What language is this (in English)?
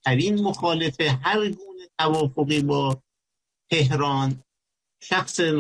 Persian